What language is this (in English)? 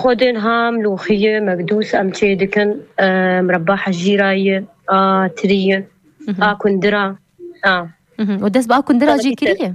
Kurdish